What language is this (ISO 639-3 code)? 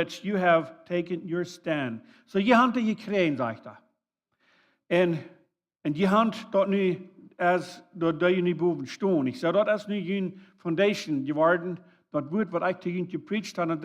pdt